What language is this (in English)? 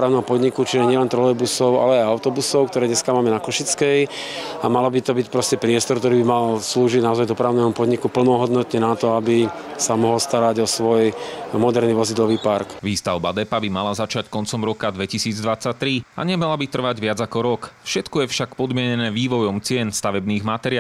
Slovak